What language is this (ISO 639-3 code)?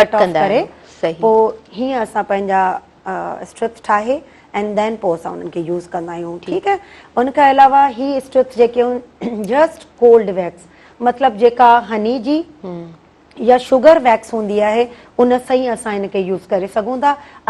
snd